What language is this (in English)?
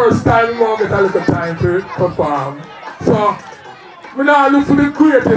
Jamaican Creole English